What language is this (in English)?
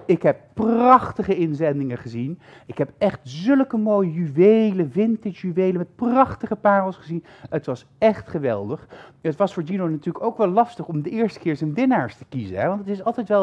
Dutch